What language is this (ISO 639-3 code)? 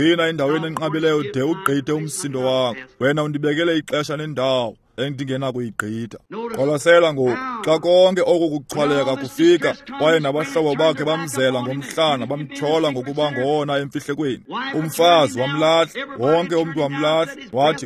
xho